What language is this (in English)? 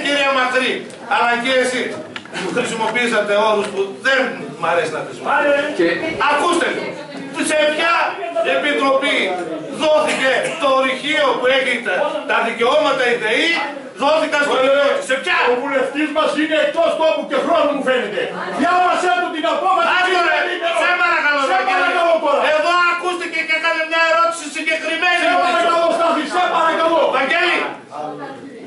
Greek